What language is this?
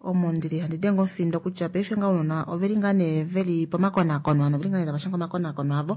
Kuanyama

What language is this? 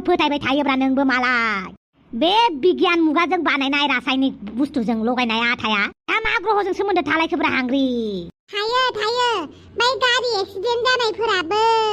Bodo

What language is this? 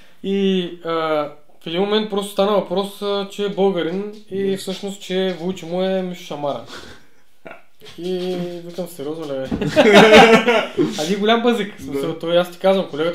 Bulgarian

